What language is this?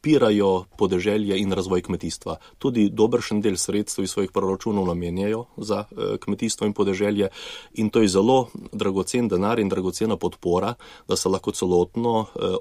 Slovenian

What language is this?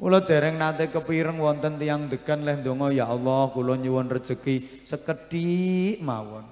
Javanese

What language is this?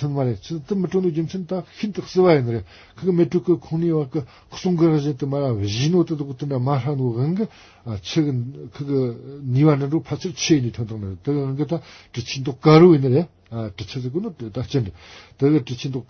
Tibetan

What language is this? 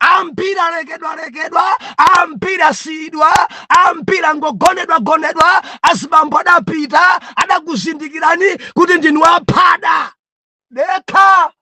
Nyanja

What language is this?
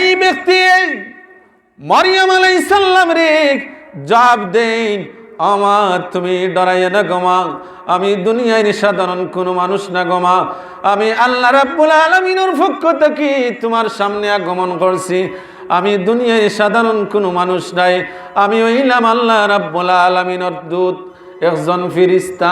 Sylheti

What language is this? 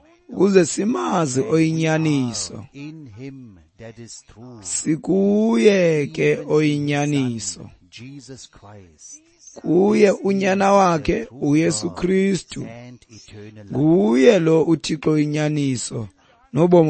Xhosa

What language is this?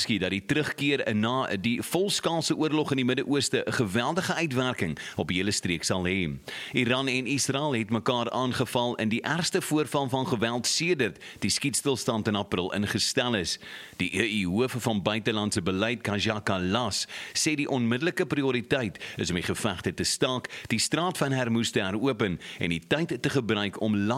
Afrikaans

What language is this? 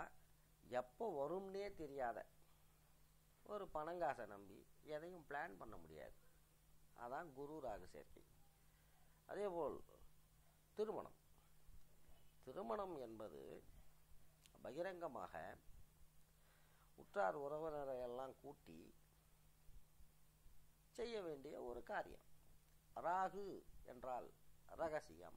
Tamil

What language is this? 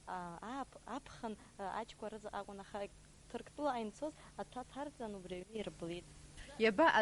Abkhazian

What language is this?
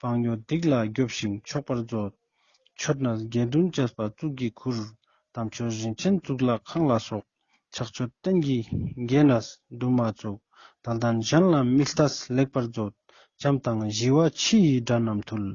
Ladakhi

